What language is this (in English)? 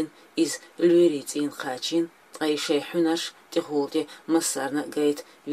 Chechen